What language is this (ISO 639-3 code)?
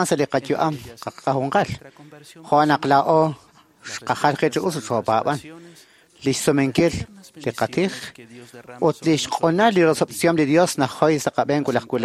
kek